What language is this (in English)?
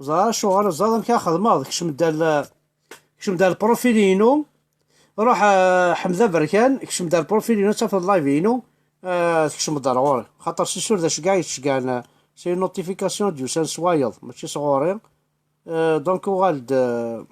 Kabyle